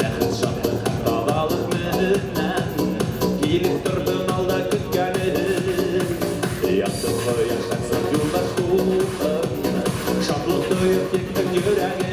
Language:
Bashkir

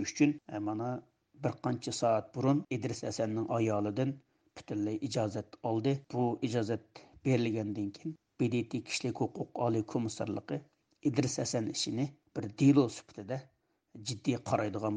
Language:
Uyghur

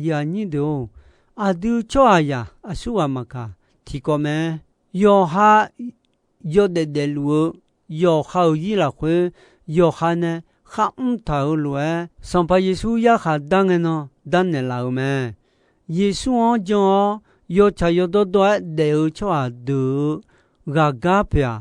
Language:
Akha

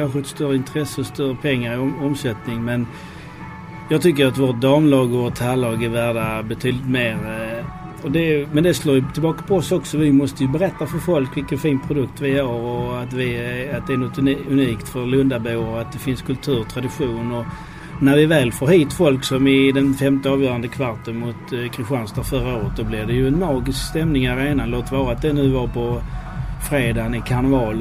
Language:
Swedish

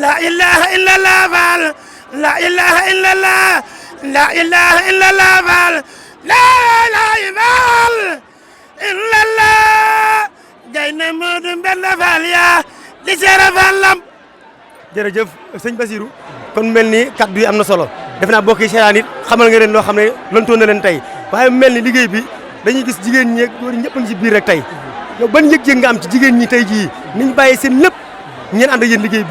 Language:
Wolof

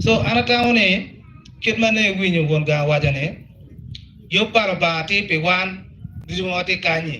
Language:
Acoli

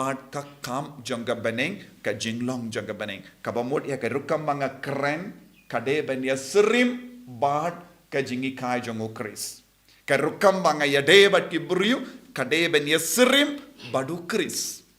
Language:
Khasi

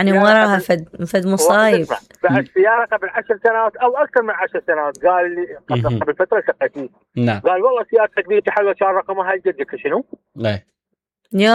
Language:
Mesopotamian Arabic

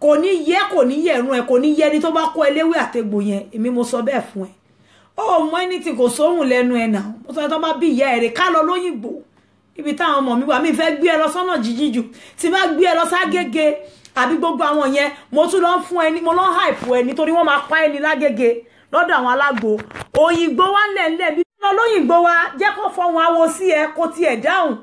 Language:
Yoruba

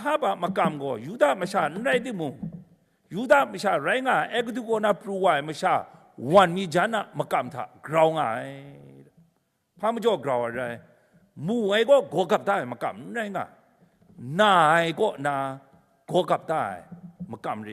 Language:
Kachin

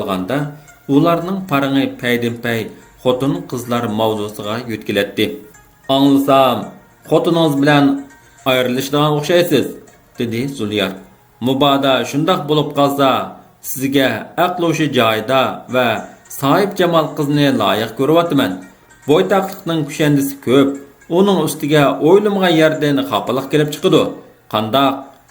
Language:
Uyghur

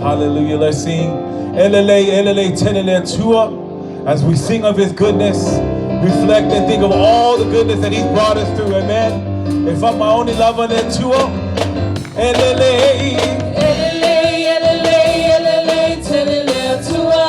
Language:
Samoan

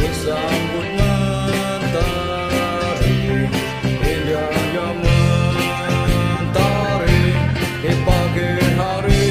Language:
Banjar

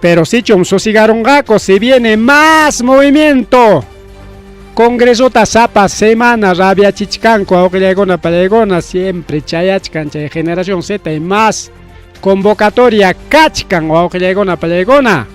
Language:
Ayacucho Quechua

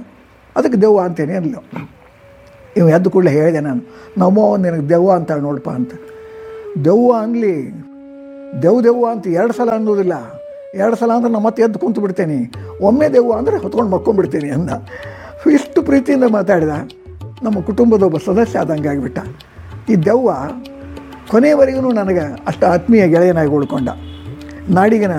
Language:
Kannada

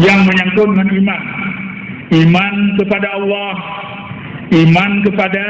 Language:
Achinese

